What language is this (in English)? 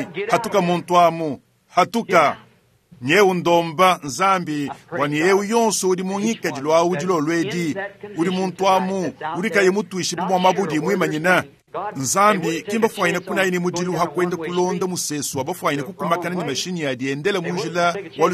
Luba-Lulua